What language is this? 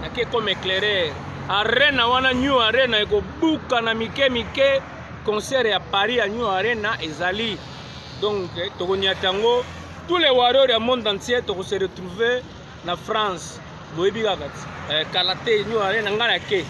Lingala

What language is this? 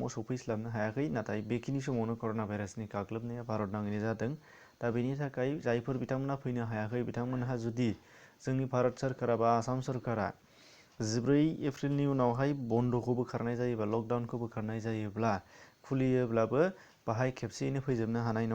Bodo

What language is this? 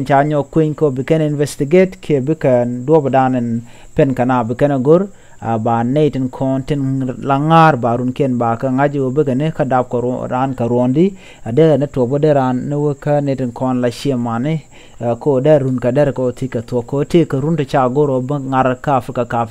Nuer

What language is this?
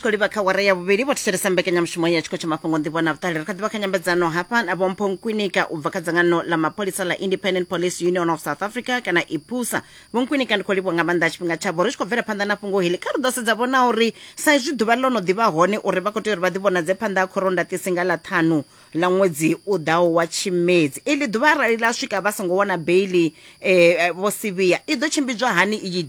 Venda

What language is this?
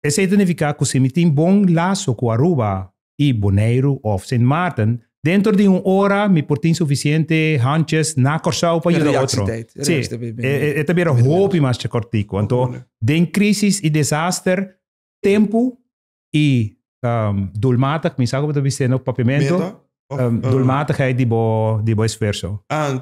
Papiamento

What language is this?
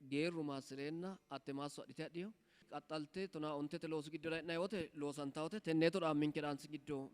Sidamo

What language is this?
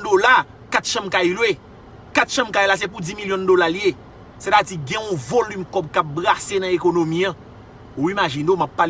Haitian Creole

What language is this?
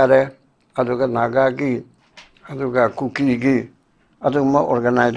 Manipuri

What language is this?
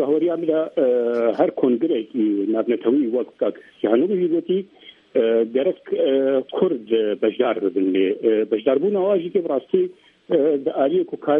Kurdish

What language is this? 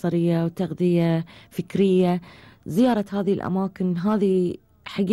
Gulf Arabic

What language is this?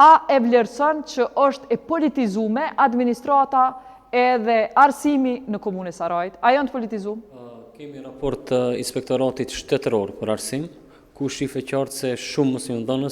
Albanian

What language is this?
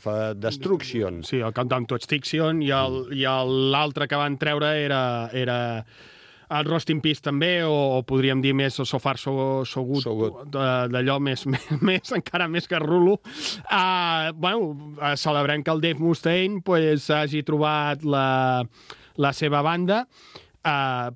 Catalan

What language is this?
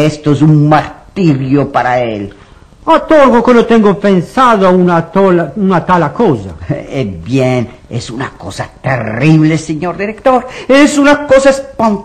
Ladino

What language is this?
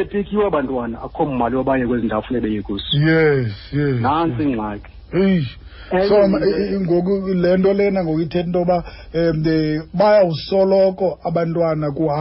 Xhosa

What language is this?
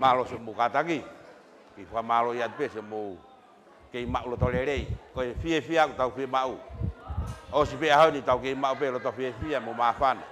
Tongan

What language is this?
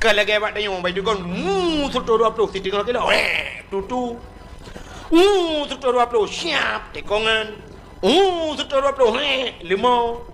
Achinese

